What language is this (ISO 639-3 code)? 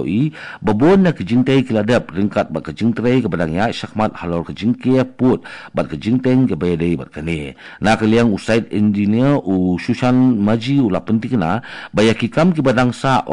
kha